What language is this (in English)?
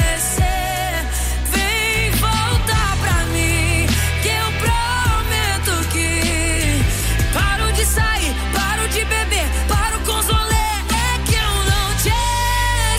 Portuguese